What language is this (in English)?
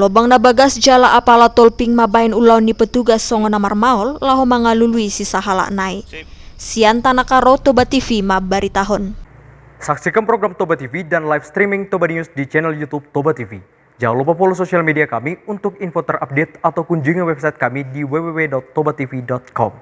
Batak Toba